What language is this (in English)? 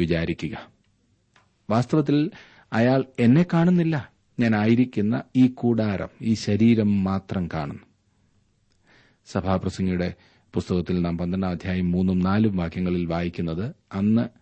Malayalam